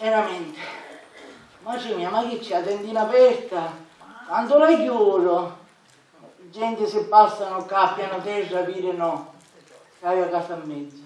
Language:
Sicilian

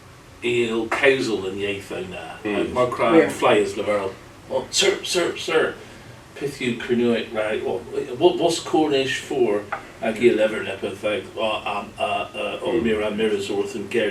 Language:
Cornish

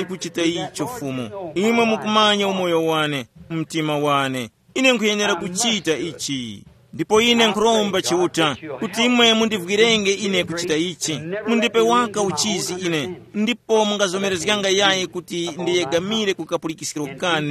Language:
Tumbuka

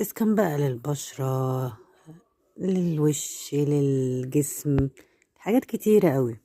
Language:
Egyptian Arabic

